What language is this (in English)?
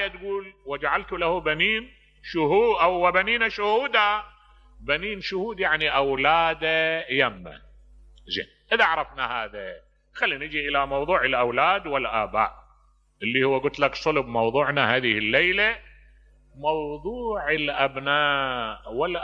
Mesopotamian Arabic